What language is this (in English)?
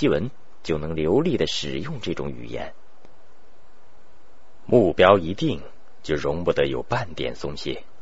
Chinese